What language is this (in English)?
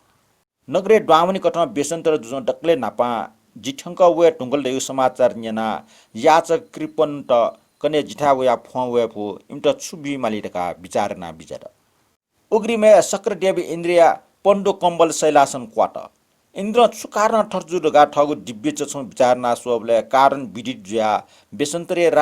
Newari